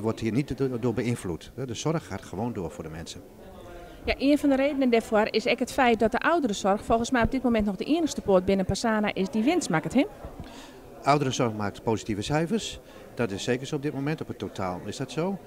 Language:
Western Frisian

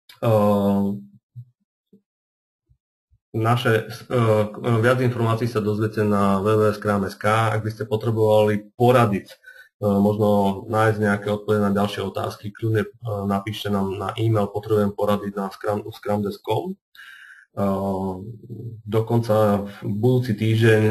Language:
Slovak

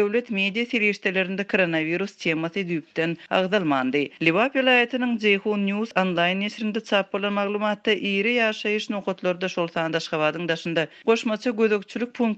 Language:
Turkmen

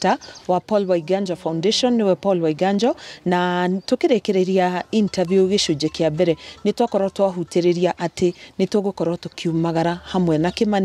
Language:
Kikuyu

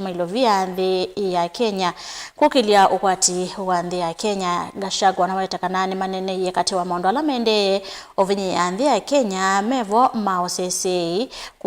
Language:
Kamba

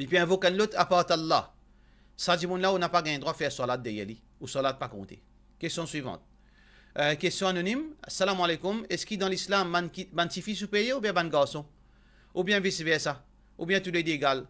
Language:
Morisyen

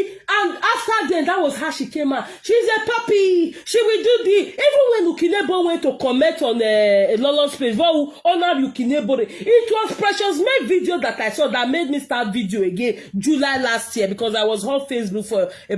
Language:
Nigerian Pidgin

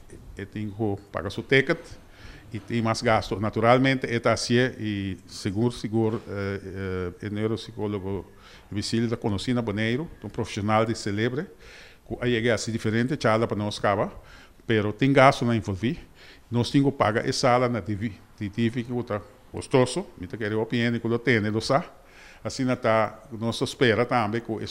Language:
Papiamento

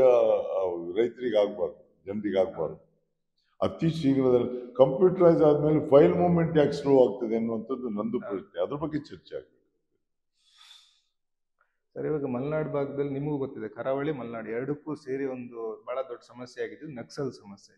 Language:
Kannada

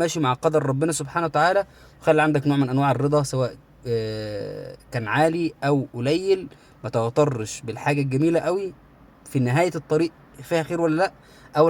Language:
Egyptian Arabic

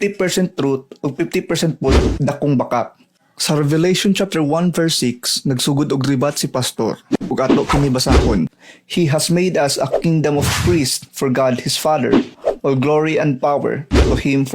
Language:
Cebuano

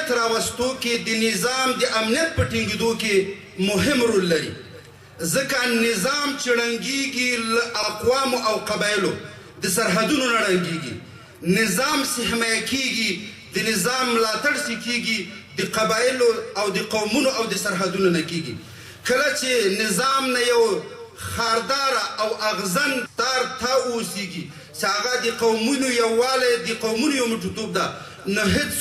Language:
Pashto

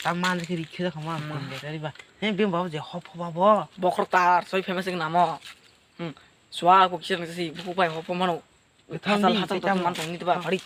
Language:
Kok Borok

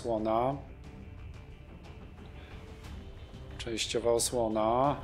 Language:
Polish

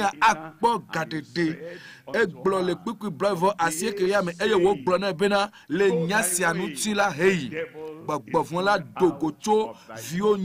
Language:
Ewe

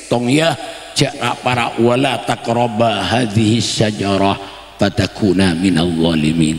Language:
Madurese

